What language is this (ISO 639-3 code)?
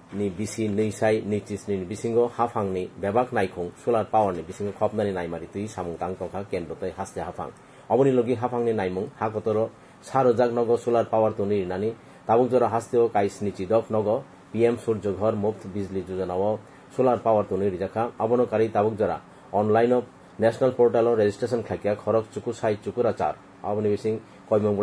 trp